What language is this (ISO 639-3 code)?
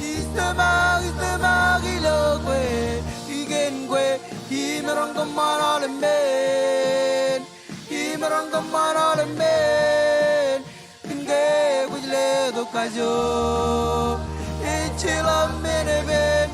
mah